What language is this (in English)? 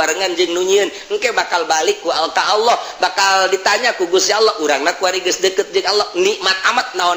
Sundanese